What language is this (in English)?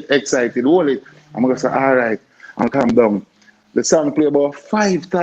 Jamaican Creole English